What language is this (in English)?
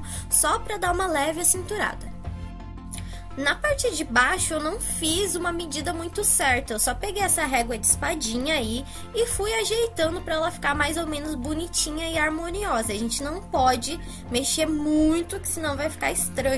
Portuguese